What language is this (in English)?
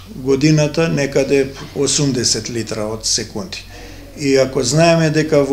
Macedonian